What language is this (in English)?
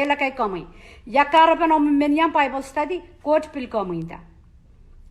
Pohnpeian